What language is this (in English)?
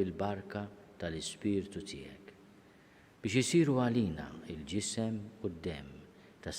Maltese